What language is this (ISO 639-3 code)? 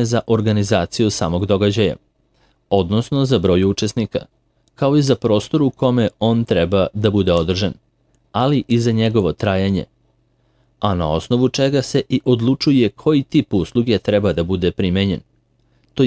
srp